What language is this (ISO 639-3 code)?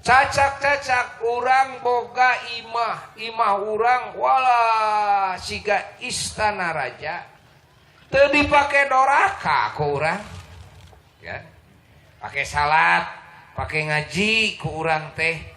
sun